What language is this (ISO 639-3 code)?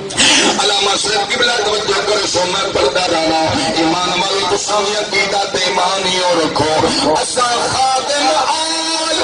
skr